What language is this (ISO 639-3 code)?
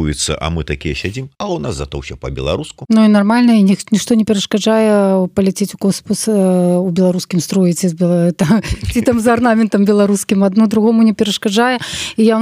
bel